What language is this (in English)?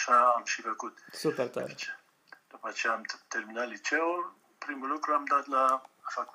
Romanian